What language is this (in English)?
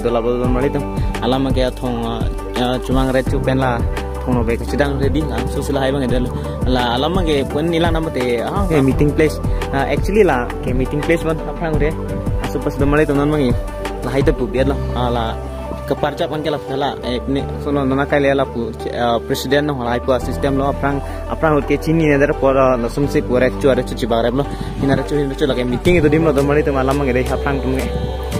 Karbi